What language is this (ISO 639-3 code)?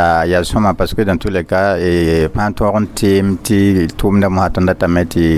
mos